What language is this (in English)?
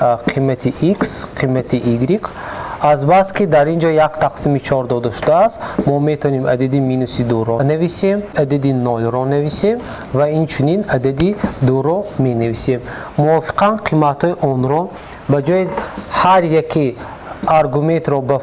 Tajik